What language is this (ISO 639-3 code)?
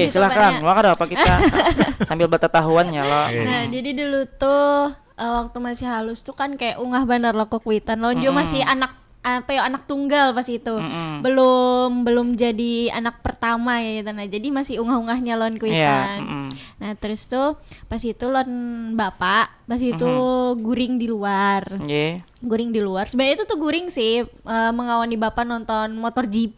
bjn